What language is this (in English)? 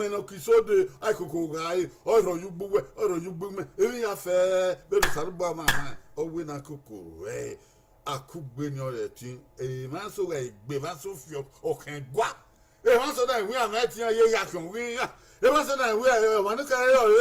Bini